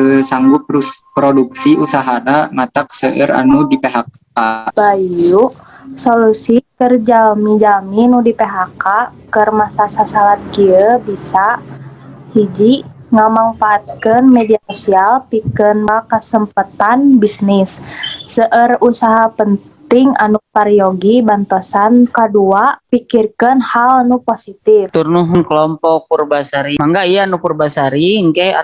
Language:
Sundanese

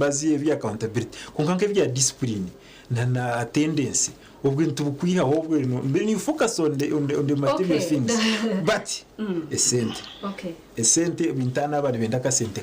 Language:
Nyankole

